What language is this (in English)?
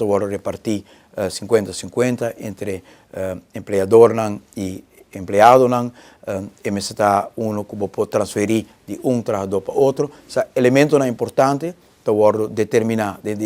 Papiamento